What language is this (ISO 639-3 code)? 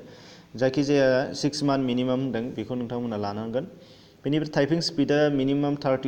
brx